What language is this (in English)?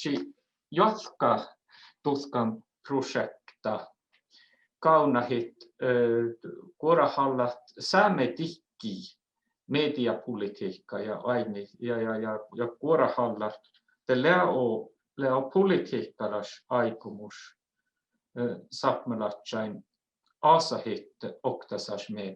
Northern Sami